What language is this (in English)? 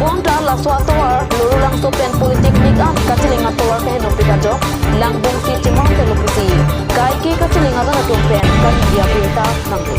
Karbi